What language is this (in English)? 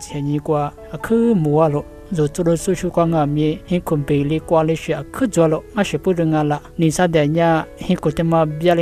Lisu